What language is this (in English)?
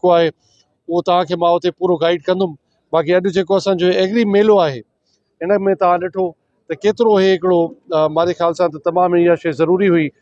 Sindhi